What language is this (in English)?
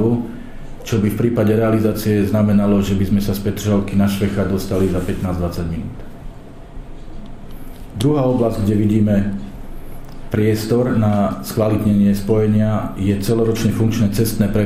Slovak